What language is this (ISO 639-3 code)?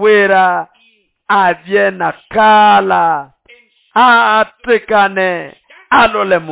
nnb